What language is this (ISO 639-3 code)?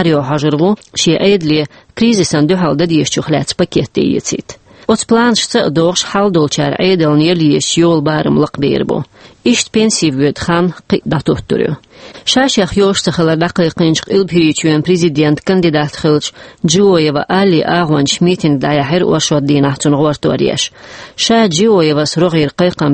che